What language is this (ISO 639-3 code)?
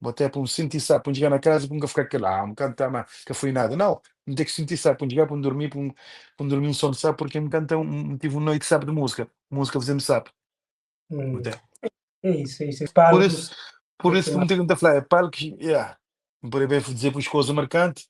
kea